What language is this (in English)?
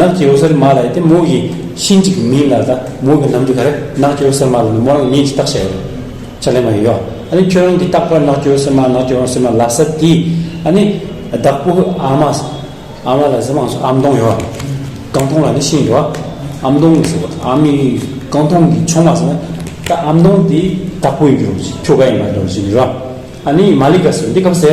Amdo Tibetan